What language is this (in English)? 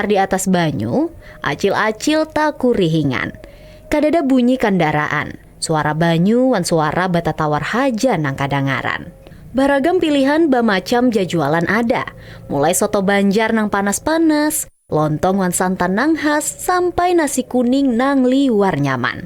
Banjar